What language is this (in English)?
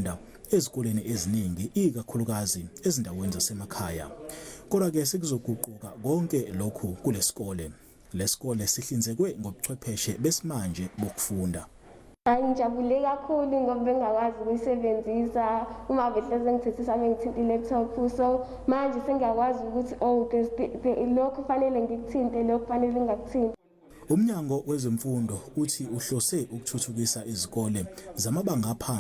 Zulu